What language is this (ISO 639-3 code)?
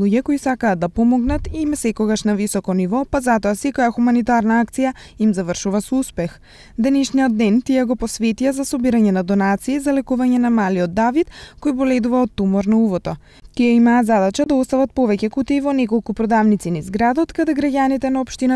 mkd